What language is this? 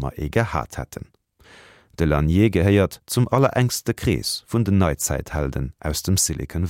Luxembourgish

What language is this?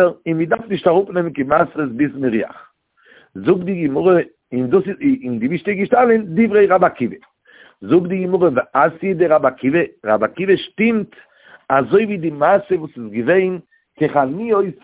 Yiddish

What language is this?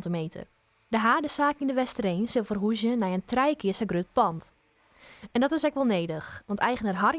Western Frisian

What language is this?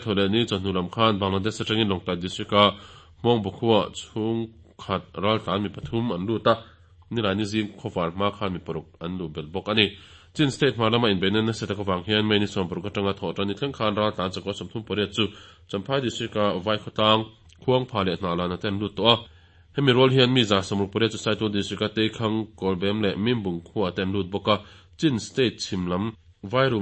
Mizo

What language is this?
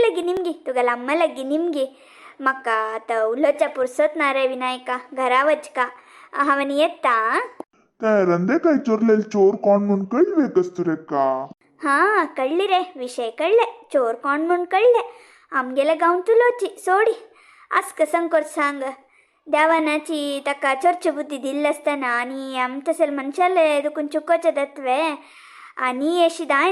Konkani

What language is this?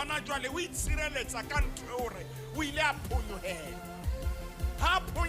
Southern Sotho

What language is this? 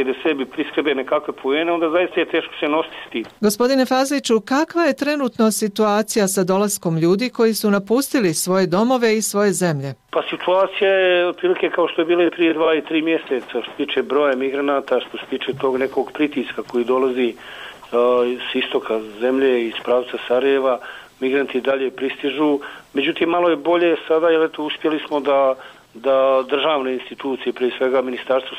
Bosnian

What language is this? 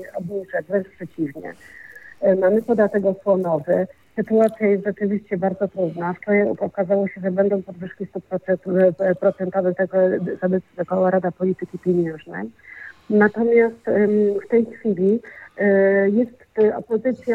Polish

